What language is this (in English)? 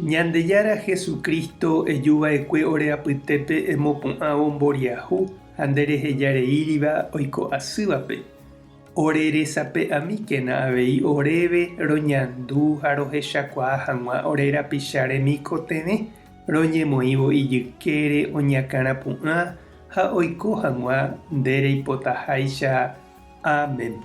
Guarani